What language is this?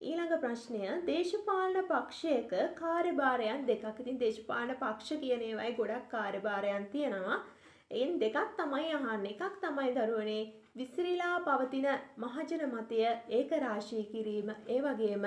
Sinhala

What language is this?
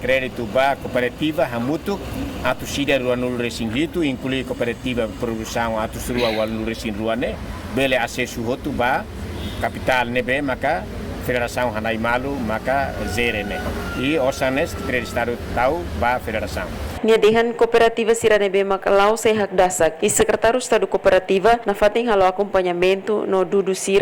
Tetum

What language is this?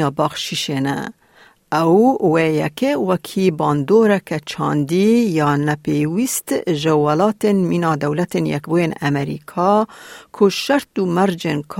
Kurdish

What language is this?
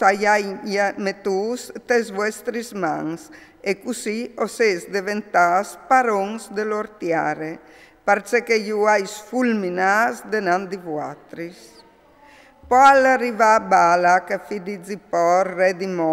Friulian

